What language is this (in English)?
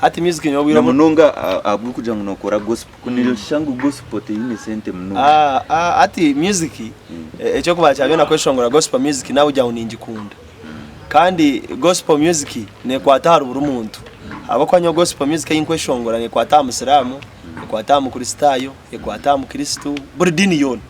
Nyankole